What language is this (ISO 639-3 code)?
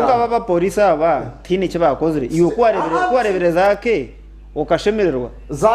nyn